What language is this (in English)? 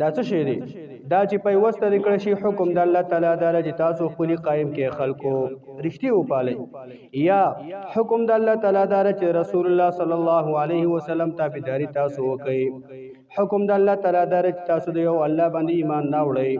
Pashto